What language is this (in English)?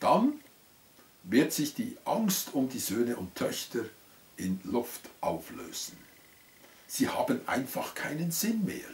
Swiss German